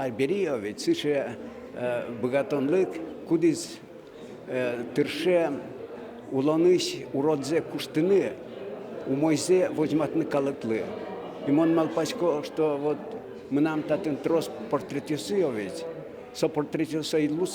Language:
Udmurt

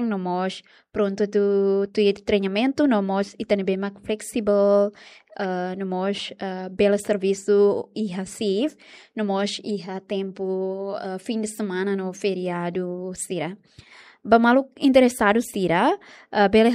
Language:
Tetum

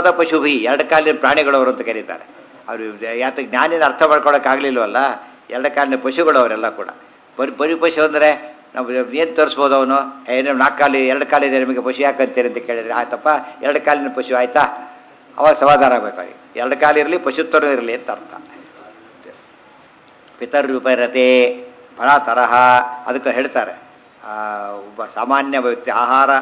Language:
Kannada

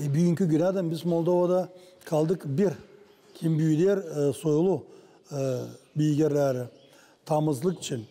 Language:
Gagauz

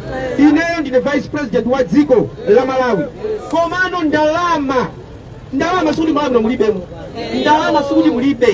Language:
Nyanja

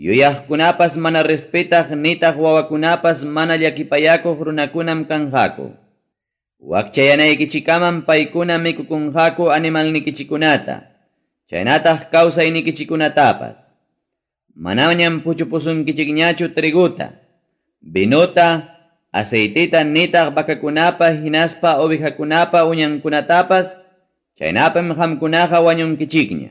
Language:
Ayacucho Quechua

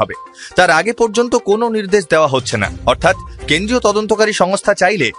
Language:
Bangla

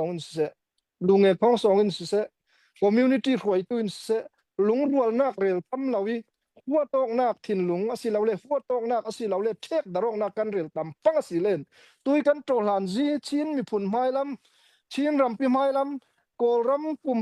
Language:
Falam Chin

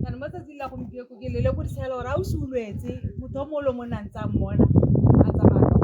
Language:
Tswana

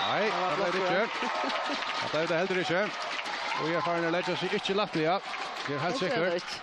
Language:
Faroese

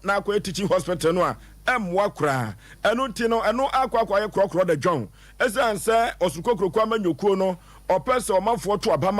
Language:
Akan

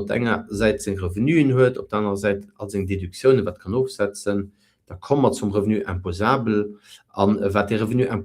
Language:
Luxembourgish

